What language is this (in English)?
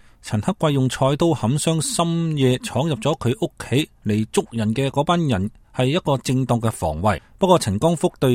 Cantonese